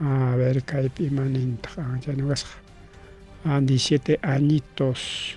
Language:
Ayacucho Quechua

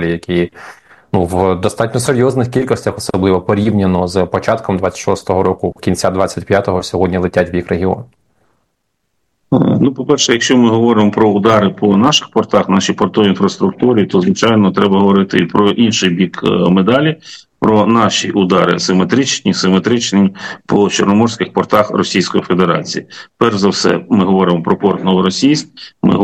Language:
Ukrainian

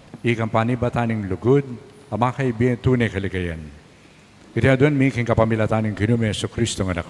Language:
Pampanga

